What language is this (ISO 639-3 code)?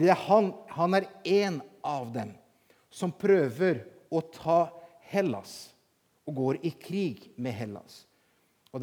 nor